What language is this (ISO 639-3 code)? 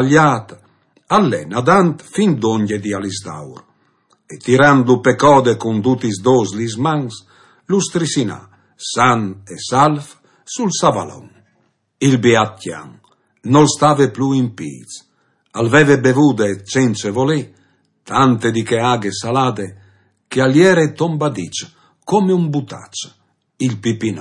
fur